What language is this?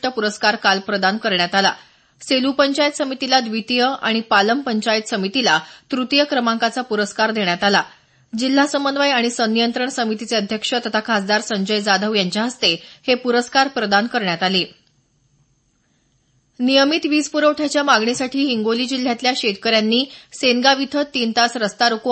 Marathi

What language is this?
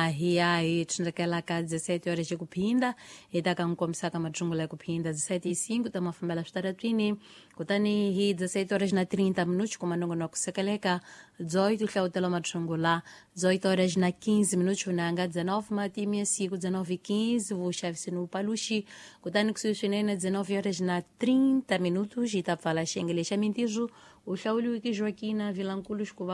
Tsonga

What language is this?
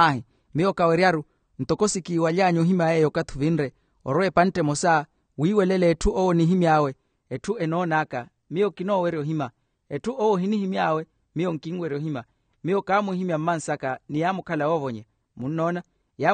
Makhuwa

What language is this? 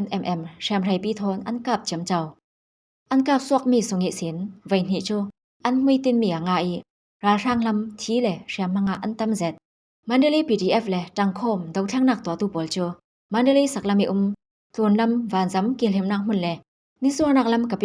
Falam Chin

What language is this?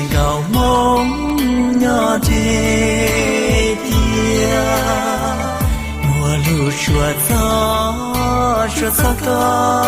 Hmong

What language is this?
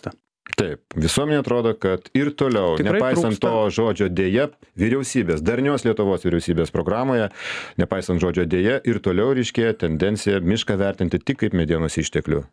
Lithuanian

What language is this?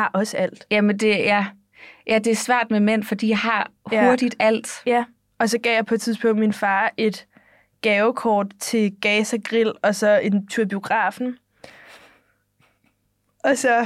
Danish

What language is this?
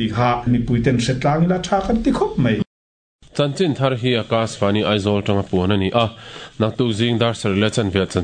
Mizo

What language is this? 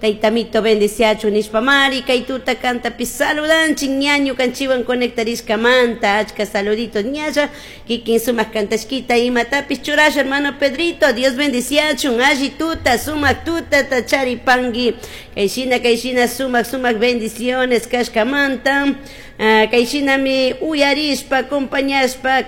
Chimborazo Highland Quichua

